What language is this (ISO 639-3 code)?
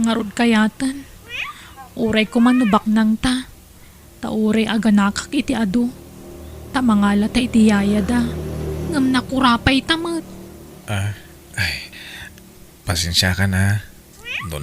ilo